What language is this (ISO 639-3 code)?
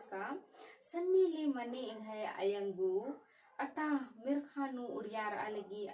kru